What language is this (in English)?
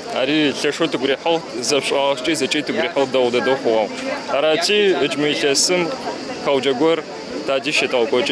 Kabardian